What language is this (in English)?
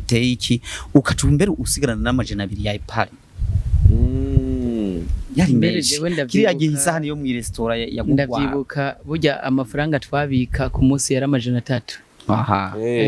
Rundi